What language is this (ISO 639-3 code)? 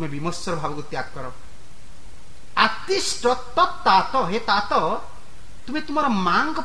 ori